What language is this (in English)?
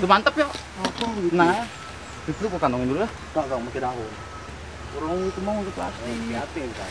Betawi